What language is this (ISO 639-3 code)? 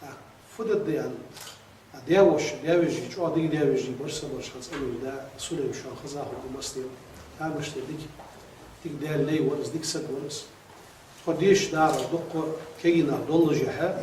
inh